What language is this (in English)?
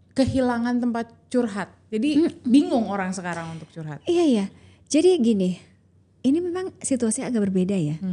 Indonesian